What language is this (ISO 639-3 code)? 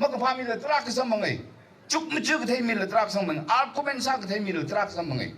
nmf